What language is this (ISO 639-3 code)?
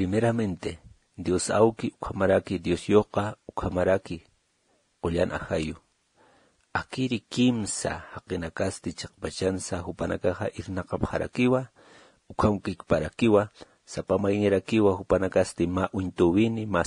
aym